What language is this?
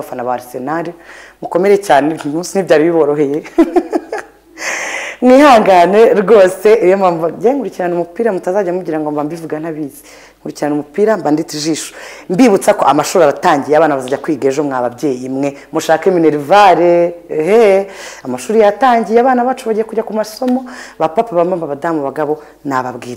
Kinyarwanda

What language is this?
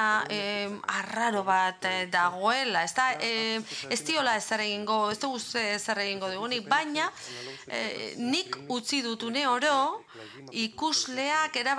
Basque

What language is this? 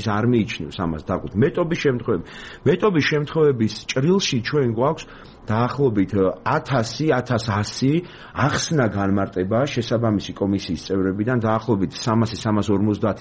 Georgian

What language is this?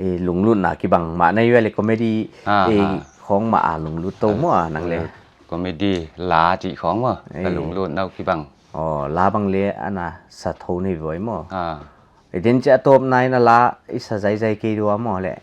Paite Chin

